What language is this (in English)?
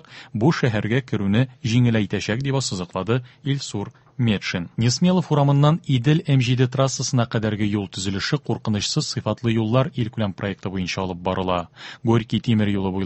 Tatar